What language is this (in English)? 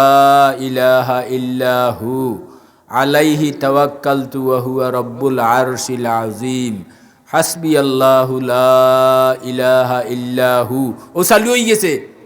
Sylheti